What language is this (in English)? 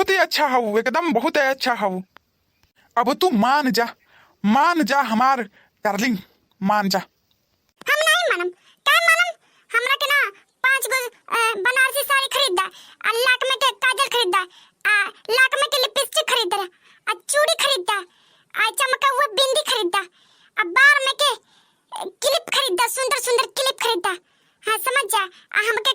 Bhojpuri